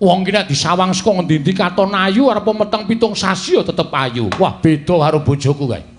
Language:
Javanese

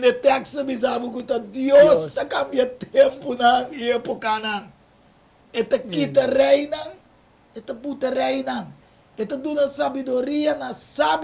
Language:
Papiamento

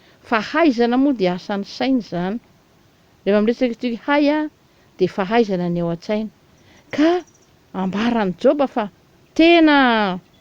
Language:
Malagasy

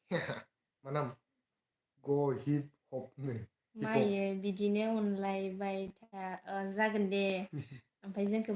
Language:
Bodo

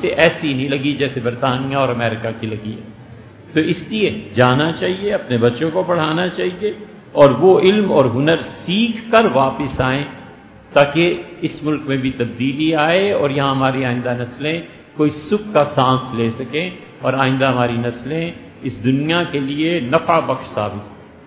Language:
Urdu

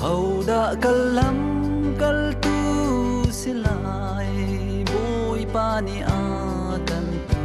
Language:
Hakha Chin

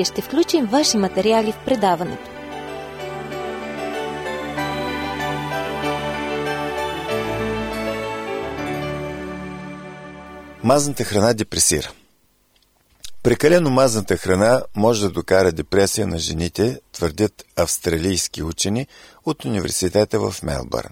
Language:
Bulgarian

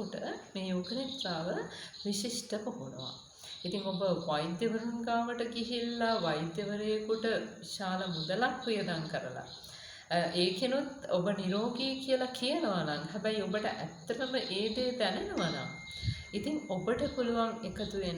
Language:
Sinhala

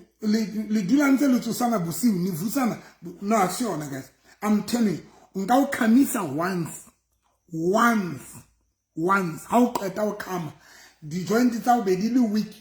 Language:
Southern Sotho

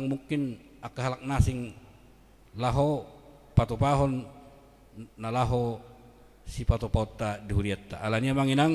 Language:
Batak Toba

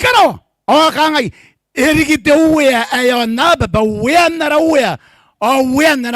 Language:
Gilbertese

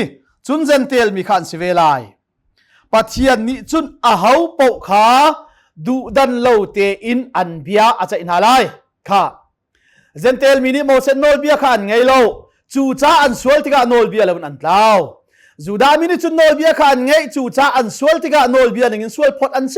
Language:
Hakha Chin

